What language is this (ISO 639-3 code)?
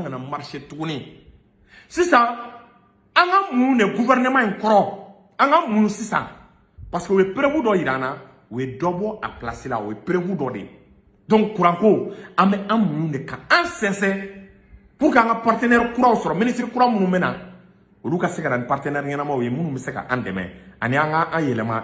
bam